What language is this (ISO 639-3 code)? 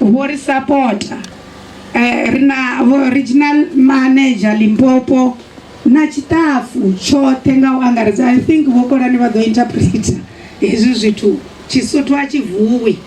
ven